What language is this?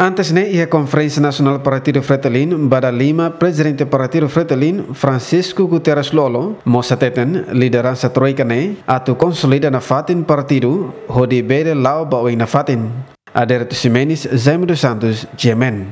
Tetum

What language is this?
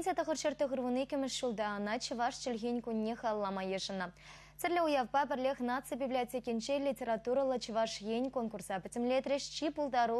Chuvash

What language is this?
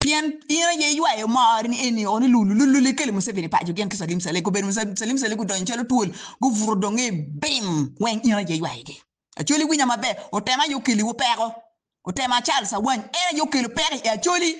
Acoli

